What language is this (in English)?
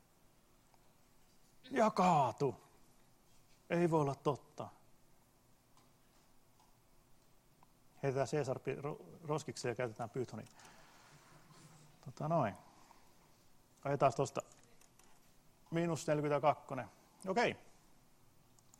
Finnish